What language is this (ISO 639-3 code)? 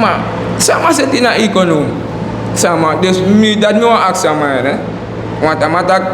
srn